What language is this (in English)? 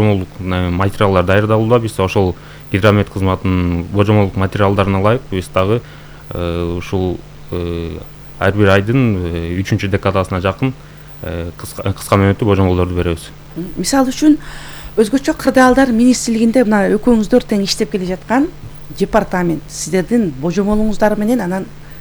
Kyrgyz